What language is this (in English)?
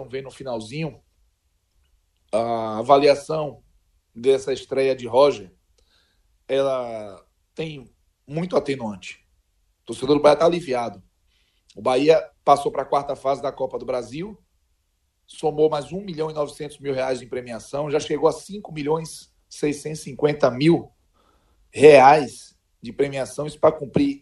Portuguese